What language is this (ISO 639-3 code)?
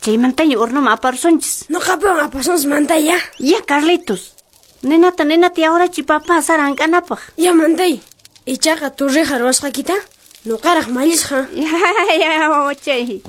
que